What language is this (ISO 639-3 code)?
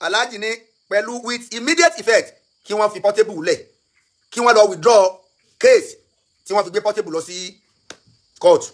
yor